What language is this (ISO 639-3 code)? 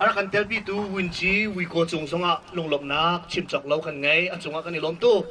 cnh